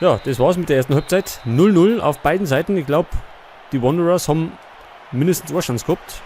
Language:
Bavarian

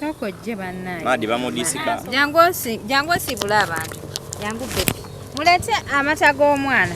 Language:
Ganda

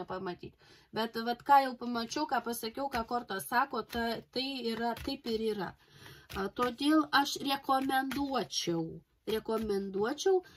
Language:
Lithuanian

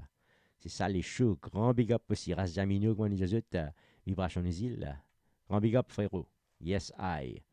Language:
Morisyen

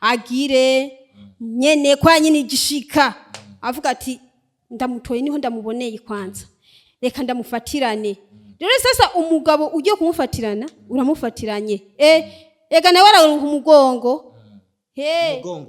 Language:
Rundi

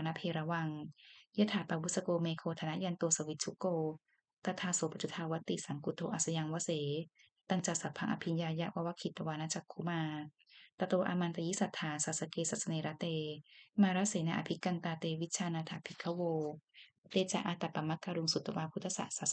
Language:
Pali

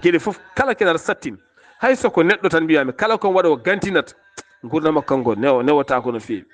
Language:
Fula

